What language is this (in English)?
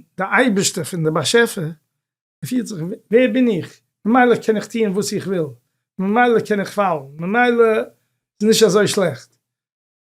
Yiddish